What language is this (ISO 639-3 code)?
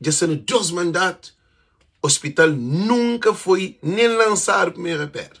kea